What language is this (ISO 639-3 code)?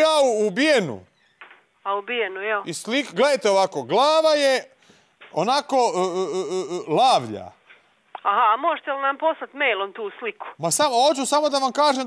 hrv